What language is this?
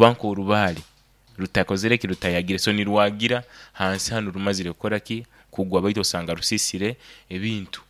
Nyoro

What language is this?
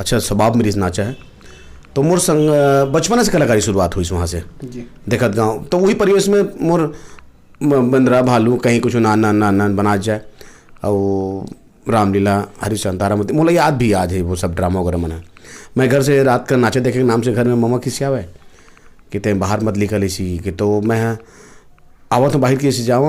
Chhattisgarhi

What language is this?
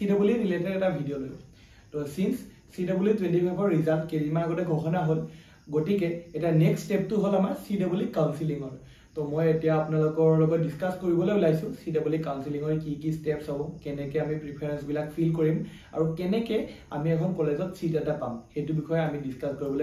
Assamese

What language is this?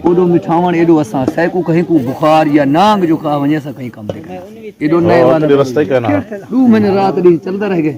Saraiki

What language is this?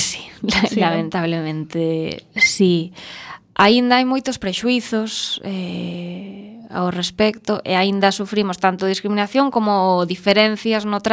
Galician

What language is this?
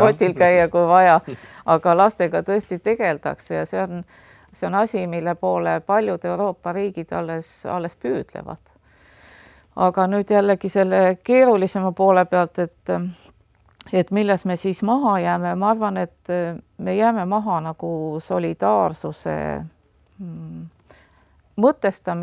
Estonian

